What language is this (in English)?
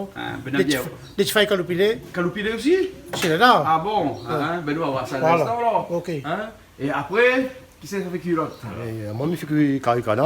Réunion Creole French